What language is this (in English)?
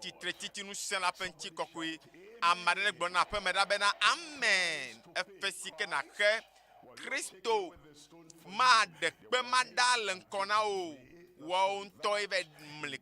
Ewe